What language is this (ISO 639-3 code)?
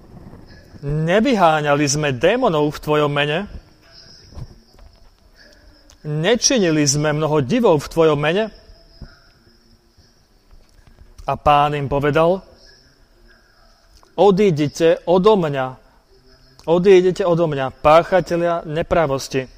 slk